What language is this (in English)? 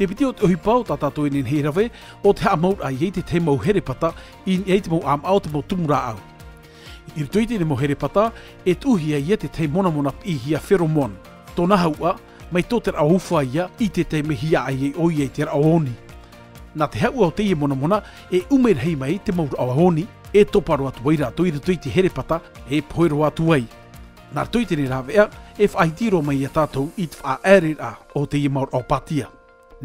Tahitian